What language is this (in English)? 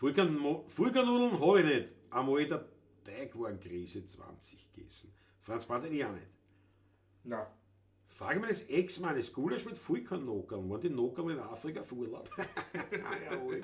Bavarian